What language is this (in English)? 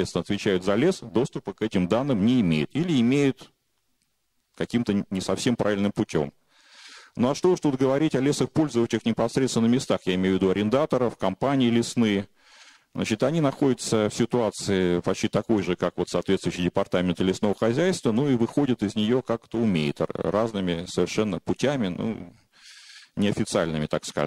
Russian